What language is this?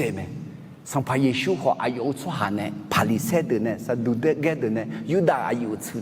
Akha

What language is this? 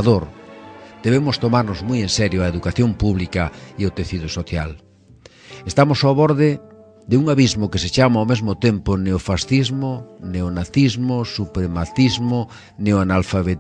Galician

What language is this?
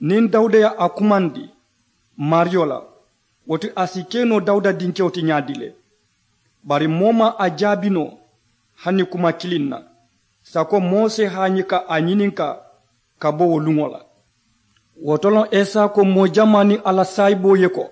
Mandingo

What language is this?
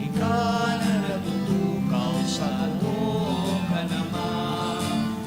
Bikol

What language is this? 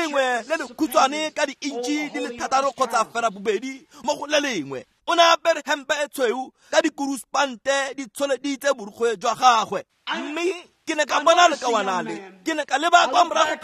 Tswana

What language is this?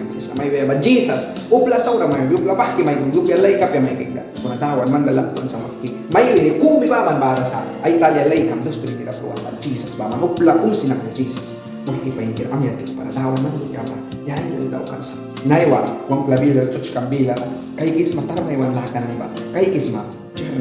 Mískito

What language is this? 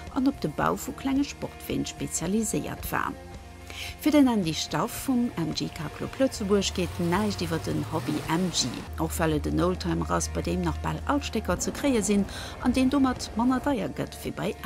Luxembourgish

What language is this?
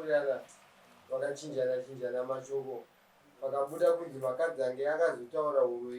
Shona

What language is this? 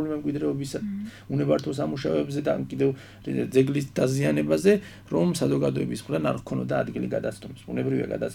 Georgian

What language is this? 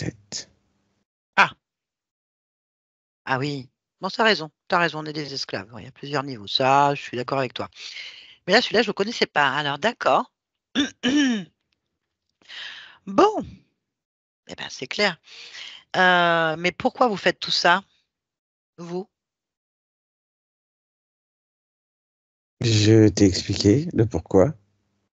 French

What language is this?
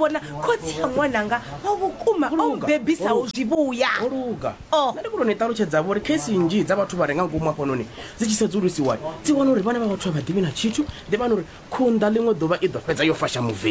Venda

